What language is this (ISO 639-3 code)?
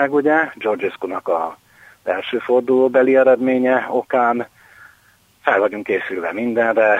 hun